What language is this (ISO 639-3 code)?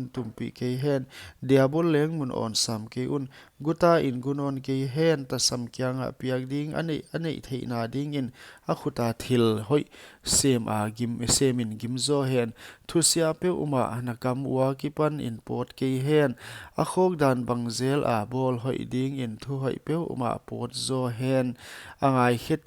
pck